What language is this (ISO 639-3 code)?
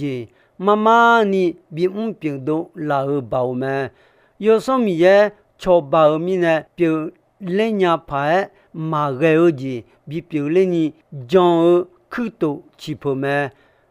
ahk